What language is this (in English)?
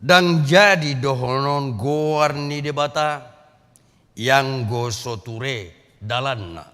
Batak Toba